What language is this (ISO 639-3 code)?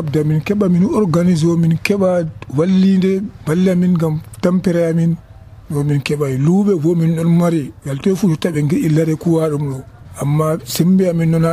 fuv